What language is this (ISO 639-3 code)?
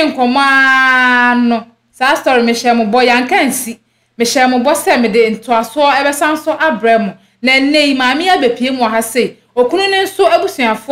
aka